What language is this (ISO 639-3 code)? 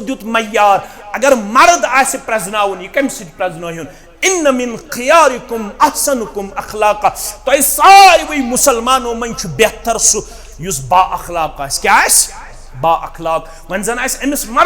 kas